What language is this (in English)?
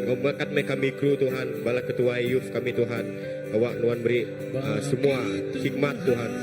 Iban